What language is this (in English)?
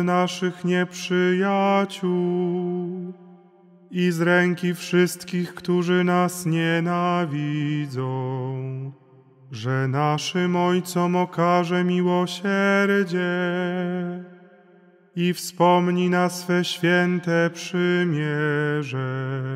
Polish